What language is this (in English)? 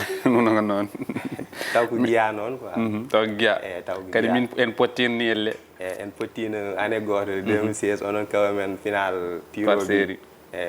Fula